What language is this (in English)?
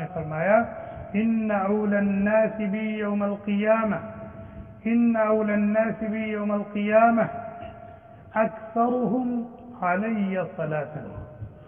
Urdu